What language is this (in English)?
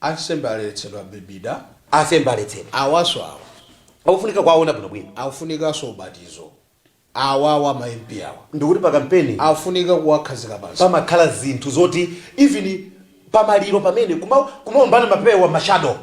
Nyanja